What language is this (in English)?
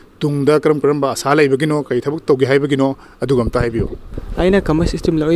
Manipuri